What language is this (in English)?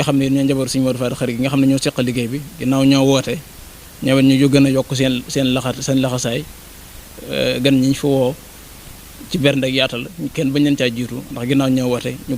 Wolof